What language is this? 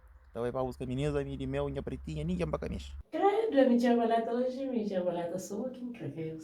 Kabuverdianu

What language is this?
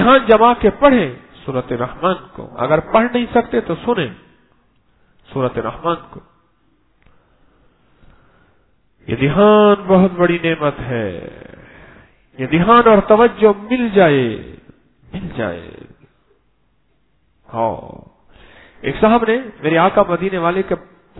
Urdu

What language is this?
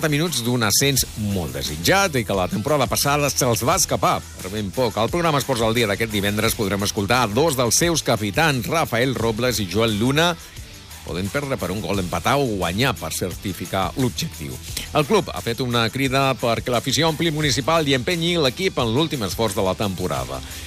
Catalan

